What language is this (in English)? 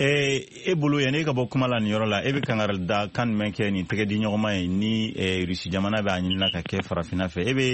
Bambara